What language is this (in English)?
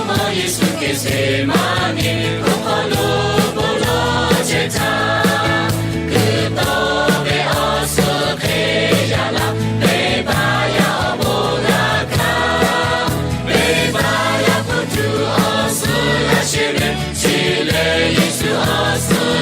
Lahu